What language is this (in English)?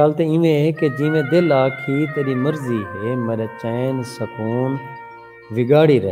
Saraiki